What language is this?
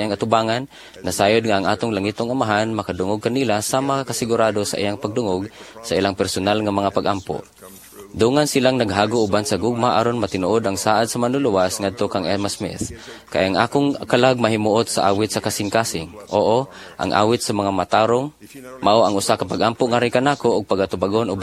Cebuano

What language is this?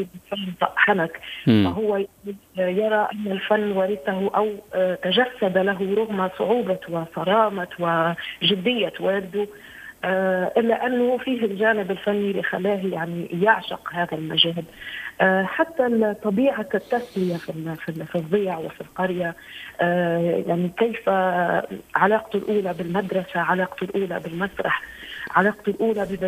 Tunisian Arabic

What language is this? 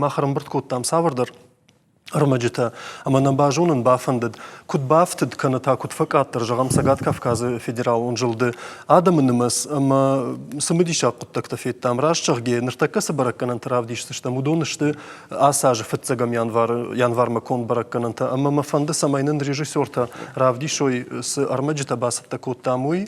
Ossetic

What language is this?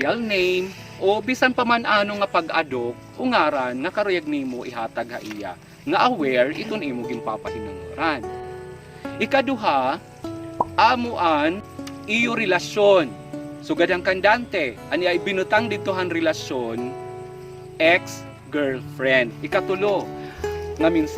Waray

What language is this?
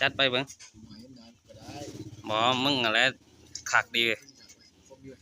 Lao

